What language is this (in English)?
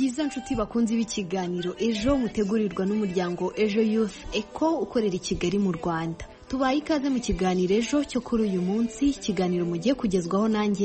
Kinyarwanda